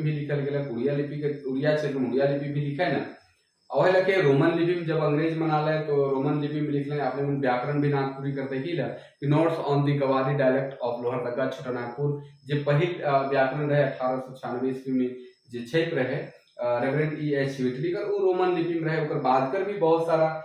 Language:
Sadri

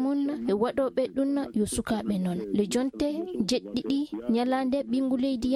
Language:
Fula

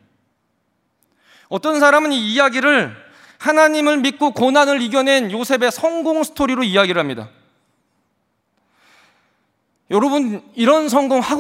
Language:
Korean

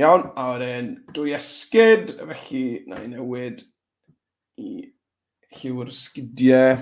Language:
Welsh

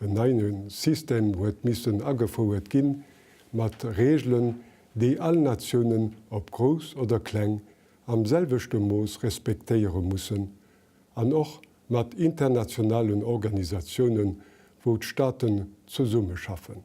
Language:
Luxembourgish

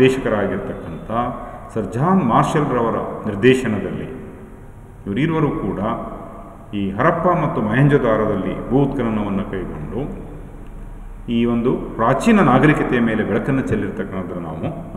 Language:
Kannada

